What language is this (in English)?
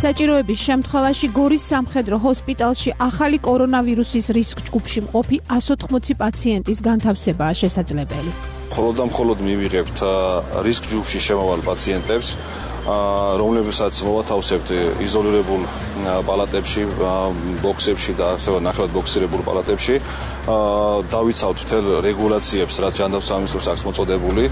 Georgian